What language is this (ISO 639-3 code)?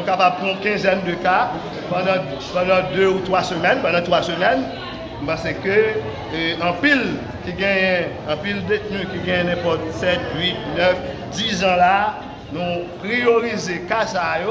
hat